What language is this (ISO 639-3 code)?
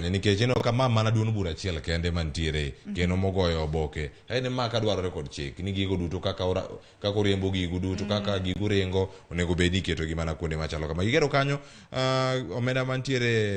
luo